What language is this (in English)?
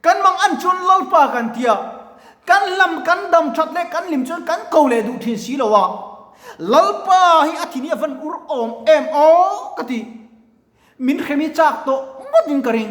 Mizo